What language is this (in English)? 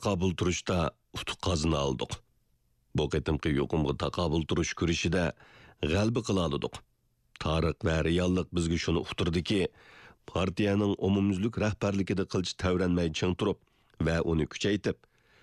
Uyghur